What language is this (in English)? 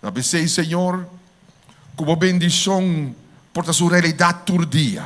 Papiamento